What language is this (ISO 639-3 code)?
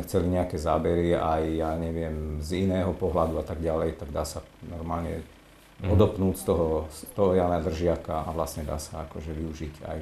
slk